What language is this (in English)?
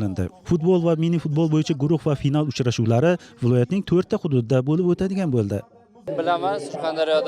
Uzbek